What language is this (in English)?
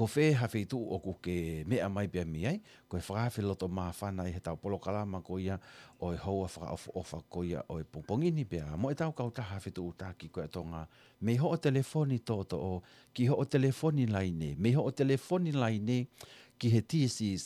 Tongan